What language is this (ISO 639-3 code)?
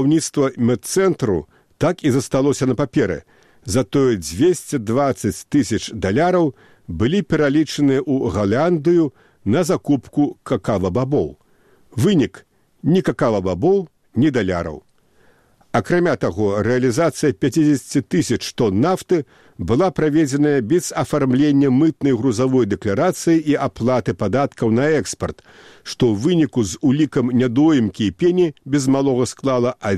bel